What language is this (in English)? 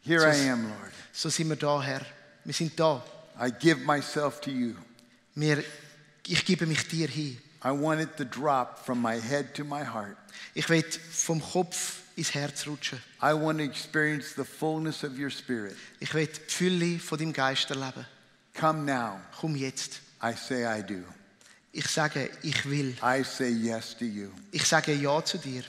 Swiss German